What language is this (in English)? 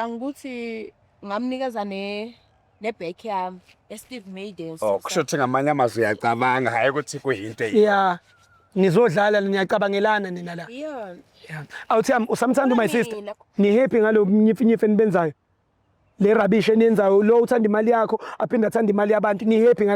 Zulu